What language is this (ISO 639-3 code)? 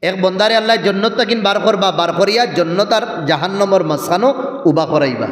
syl